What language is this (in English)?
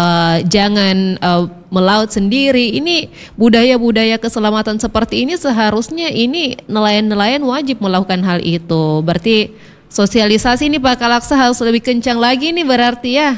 Indonesian